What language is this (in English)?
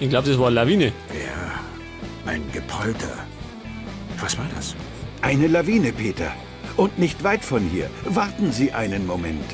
Bavarian